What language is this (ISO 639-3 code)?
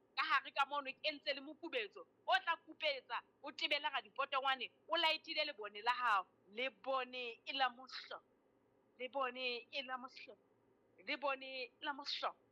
sot